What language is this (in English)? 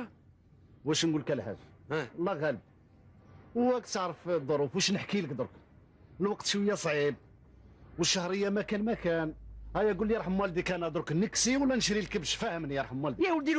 Algerian Arabic